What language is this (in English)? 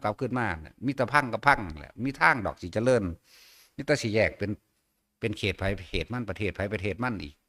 Northeastern Thai